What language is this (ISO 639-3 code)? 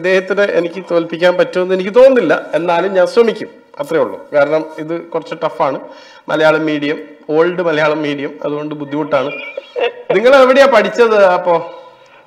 mal